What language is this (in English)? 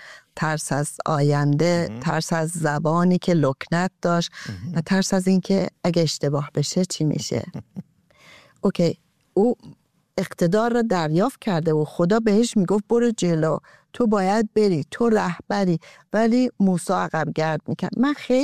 Persian